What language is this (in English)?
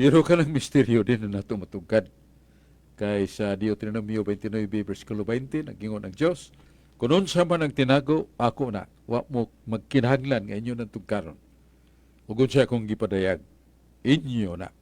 Cebuano